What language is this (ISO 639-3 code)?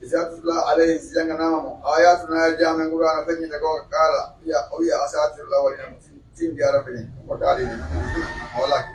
fuf